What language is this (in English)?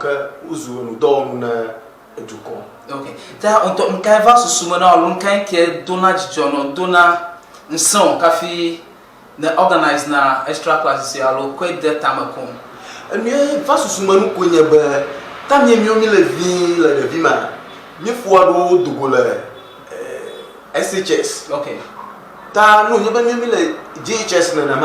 Ewe